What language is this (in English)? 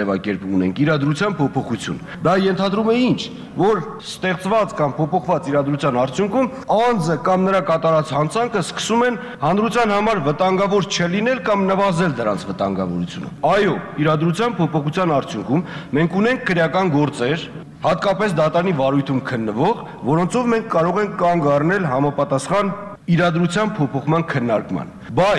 Armenian